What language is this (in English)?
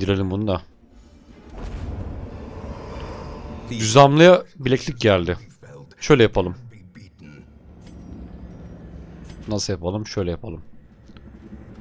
Turkish